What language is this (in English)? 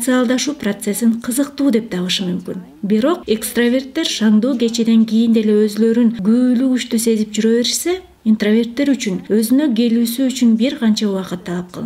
Kyrgyz